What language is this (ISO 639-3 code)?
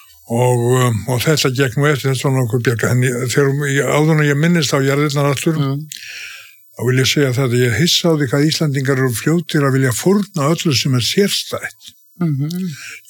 isl